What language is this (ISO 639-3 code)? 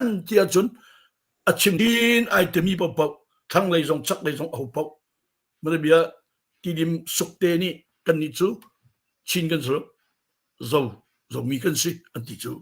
cnh